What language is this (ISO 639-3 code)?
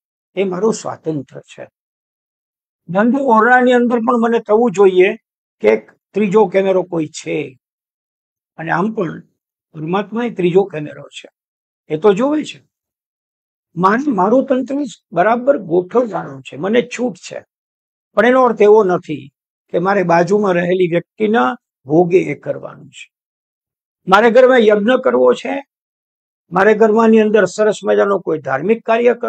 guj